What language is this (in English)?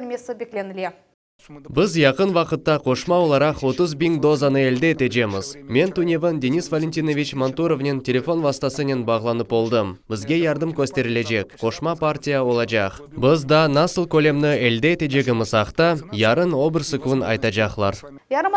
Crimean Tatar